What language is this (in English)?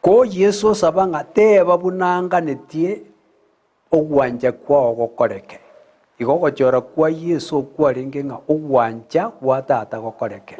Gusii